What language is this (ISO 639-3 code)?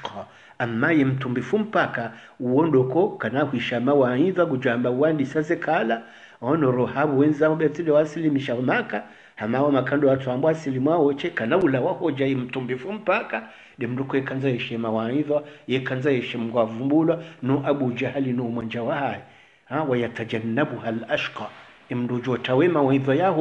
swa